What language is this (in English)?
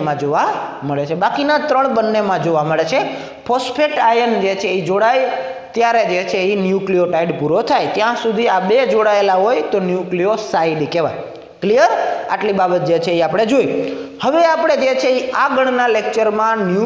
Gujarati